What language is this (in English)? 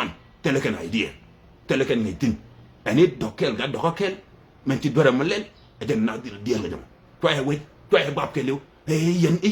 Nuer